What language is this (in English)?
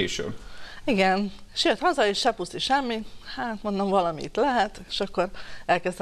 Hungarian